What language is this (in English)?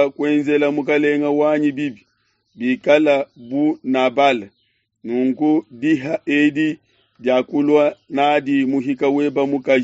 Luba-Lulua